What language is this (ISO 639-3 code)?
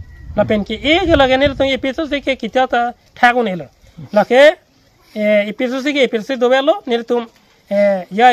mjw